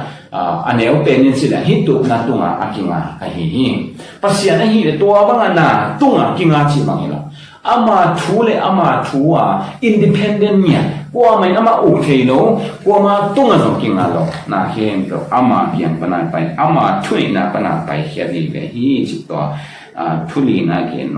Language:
Tedim Chin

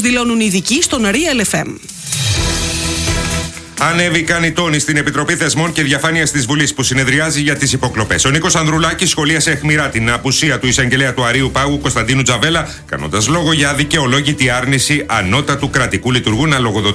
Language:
Greek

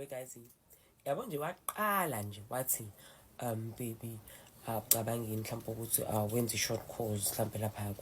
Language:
Zulu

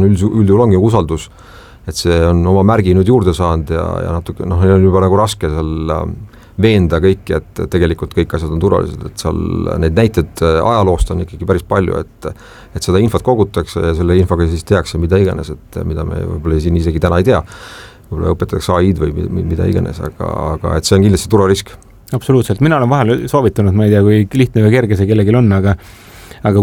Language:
Estonian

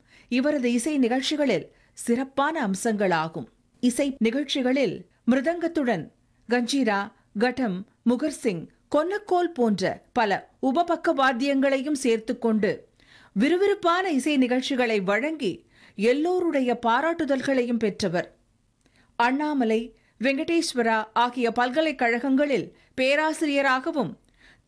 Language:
Tamil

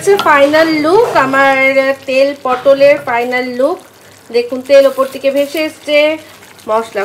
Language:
Bangla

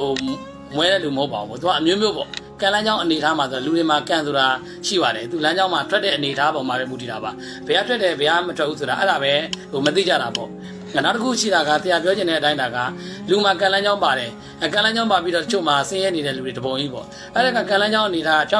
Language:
Burmese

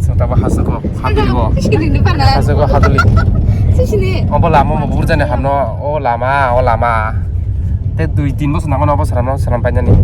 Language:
Kok Borok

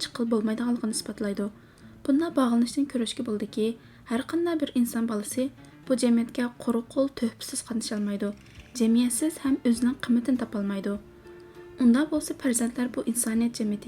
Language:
Uyghur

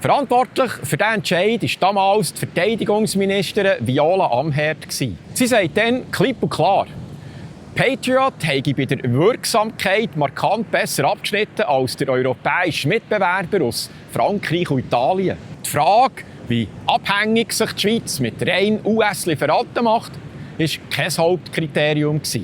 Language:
Swiss German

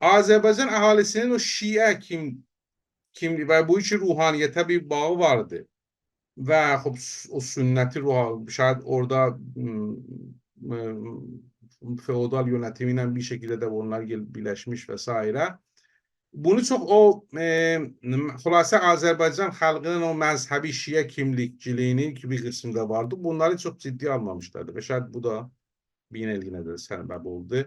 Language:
South Azerbaijani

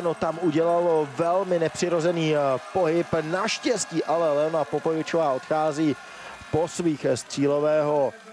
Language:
Czech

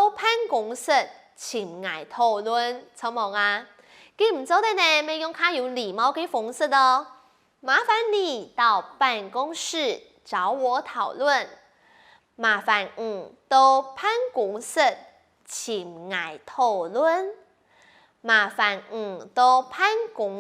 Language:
Hakka Chinese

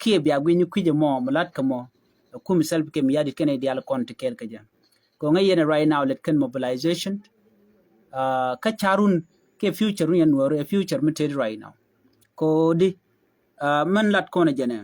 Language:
Nuer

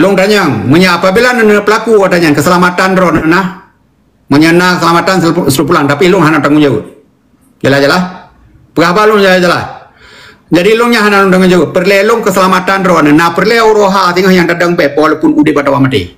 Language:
Achinese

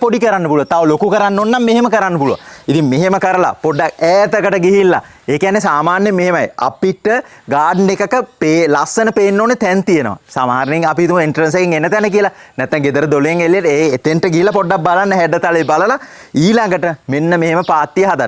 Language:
Sinhala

